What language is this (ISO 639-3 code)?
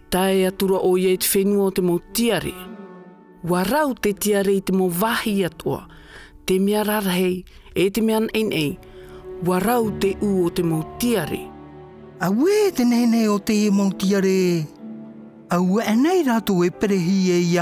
tah